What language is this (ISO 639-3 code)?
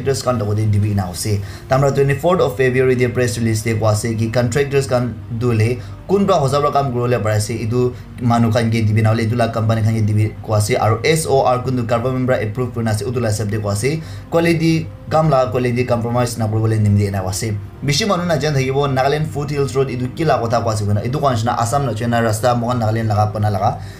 nag